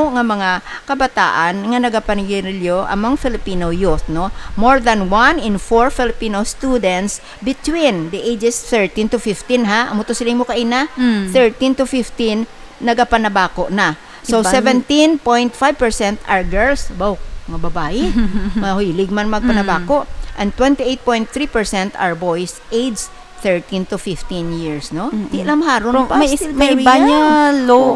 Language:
Hiligaynon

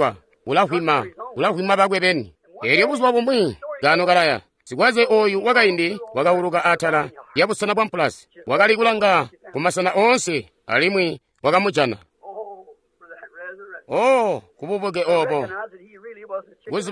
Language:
Tonga (Zambia)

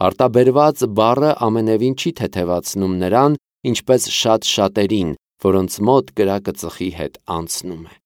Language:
Armenian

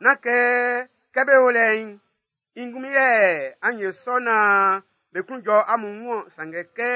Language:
Baoulé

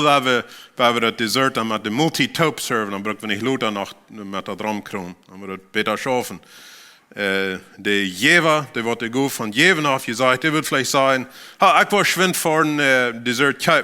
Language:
Plautdietsch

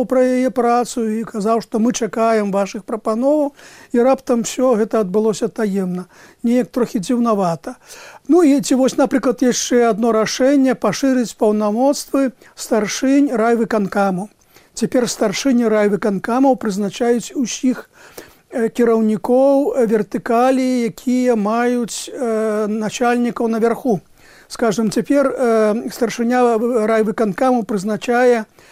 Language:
Belarusian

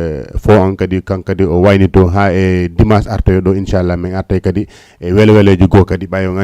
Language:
Fula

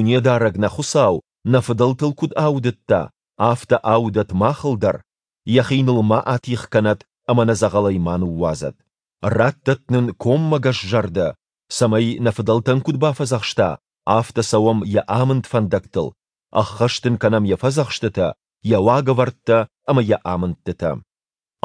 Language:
Ossetic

